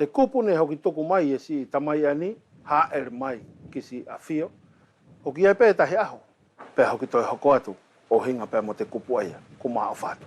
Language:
Wallisian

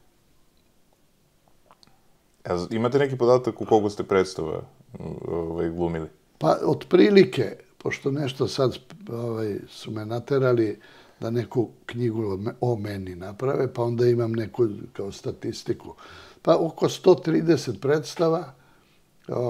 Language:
Serbian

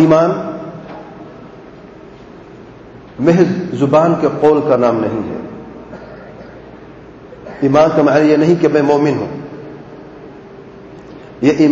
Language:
Urdu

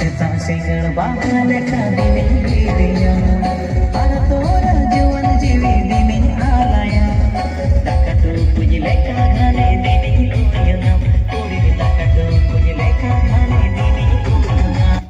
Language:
Santali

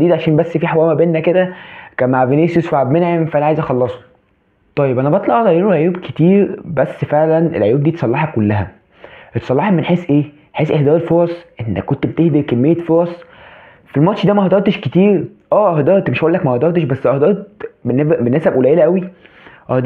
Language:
Egyptian Arabic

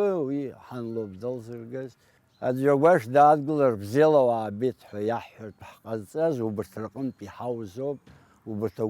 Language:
Abkhazian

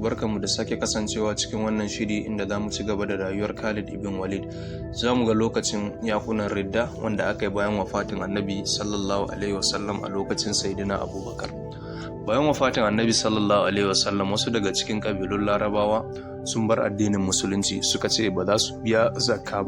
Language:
Hausa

